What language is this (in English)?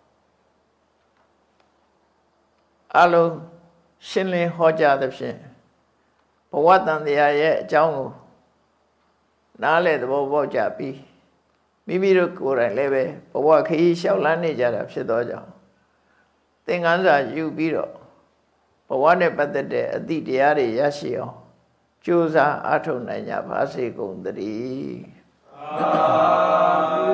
Burmese